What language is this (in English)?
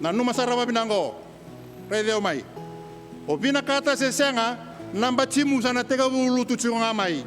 Fijian